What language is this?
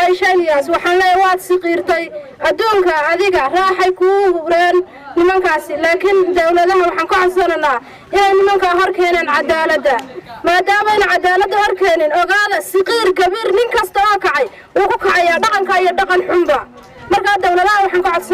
Somali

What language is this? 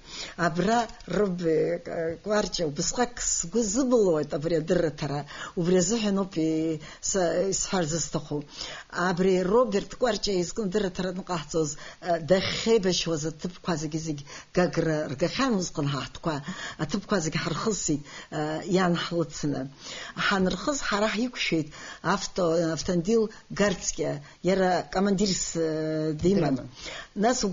Abkhazian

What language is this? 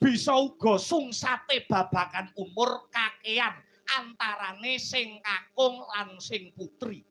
Javanese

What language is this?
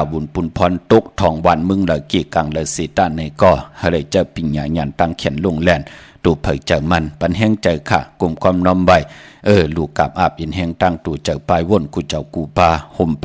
Shan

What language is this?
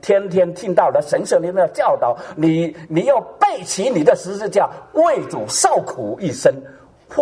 Chinese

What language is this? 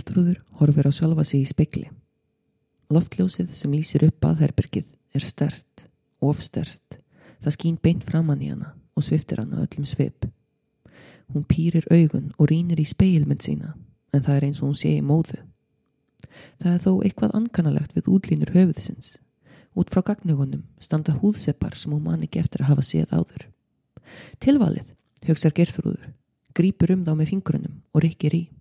Icelandic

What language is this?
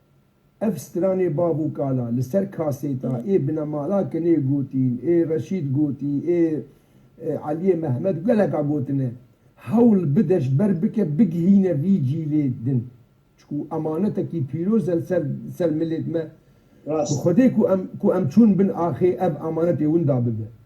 Kurdish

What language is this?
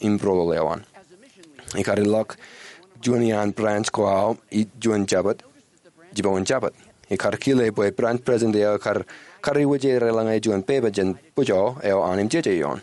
Marshallese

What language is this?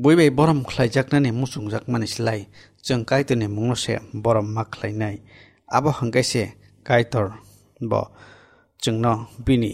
Kok Borok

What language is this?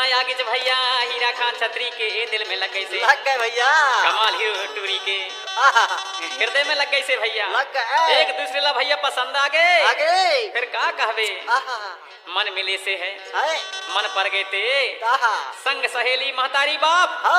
Chhattisgarhi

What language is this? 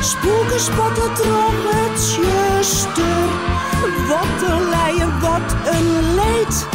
Western Frisian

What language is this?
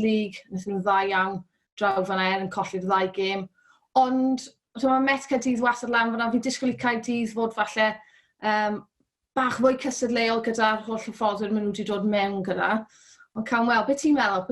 Welsh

